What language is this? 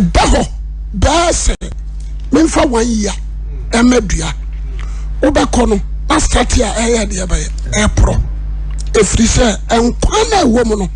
Akan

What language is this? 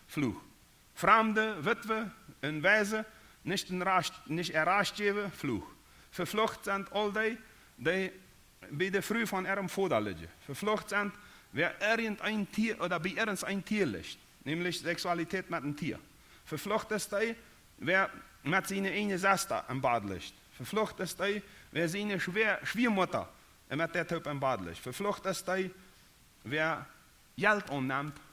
Plautdietsch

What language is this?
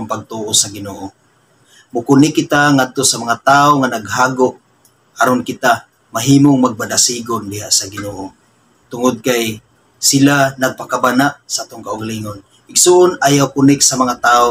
Cebuano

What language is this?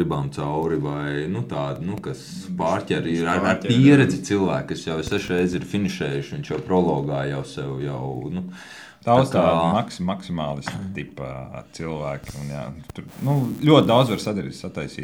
Latvian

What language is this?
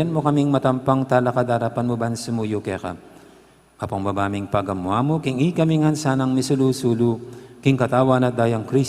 Pampanga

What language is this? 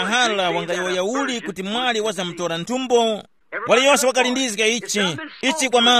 Tumbuka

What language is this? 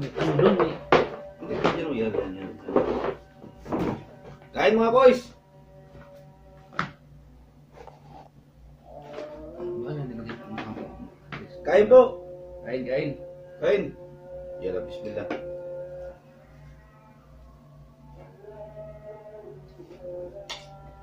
Filipino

